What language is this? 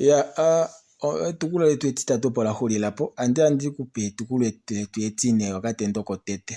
Kuanyama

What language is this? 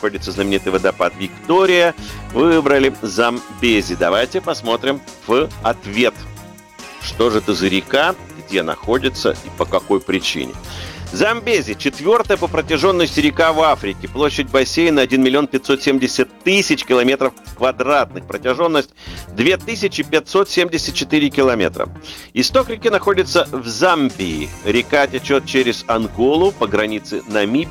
Russian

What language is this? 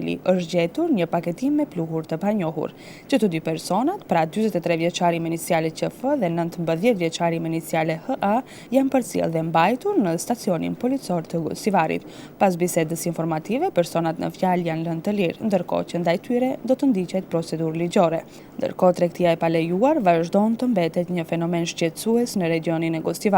Albanian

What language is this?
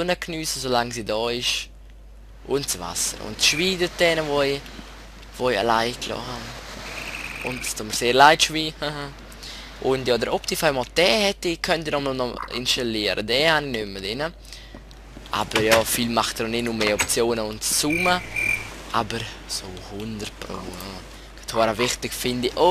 Swiss German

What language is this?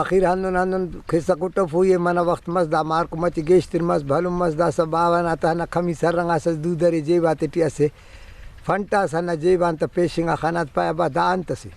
Brahui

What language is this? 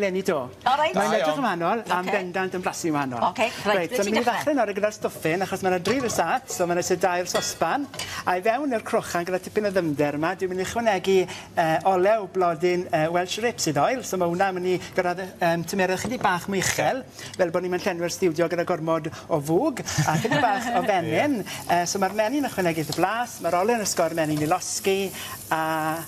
Welsh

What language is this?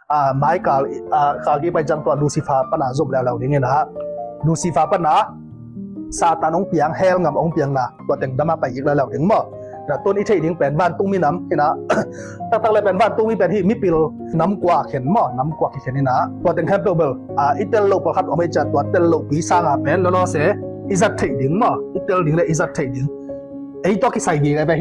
Tedim Chin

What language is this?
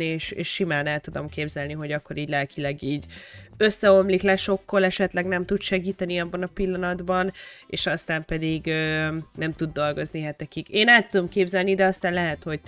Hungarian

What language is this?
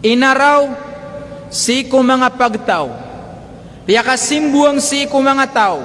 Maranao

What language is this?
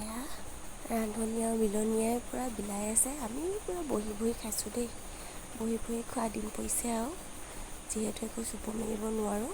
Assamese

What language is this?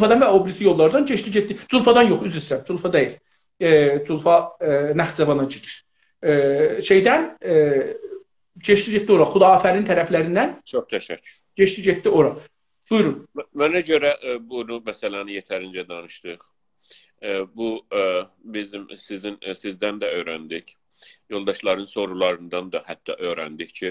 South Azerbaijani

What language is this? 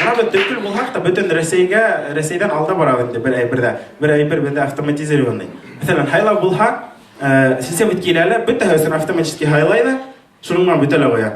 Bashkir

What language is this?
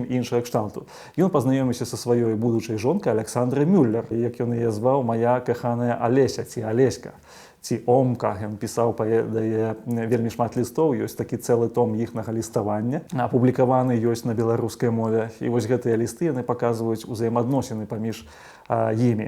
Belarusian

